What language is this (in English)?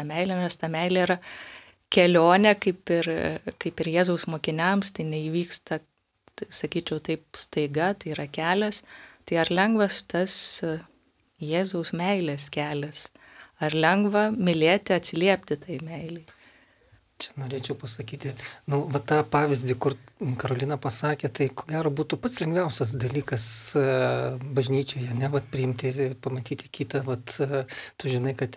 Lithuanian